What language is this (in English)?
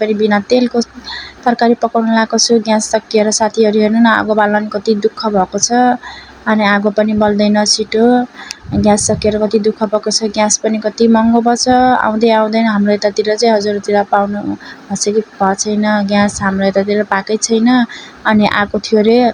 Nepali